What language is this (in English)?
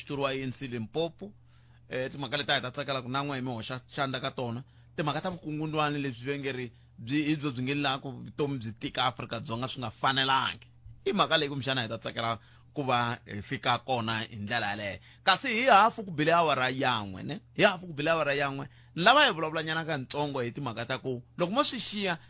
Tsonga